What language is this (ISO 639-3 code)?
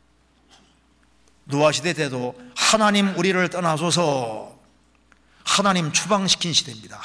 kor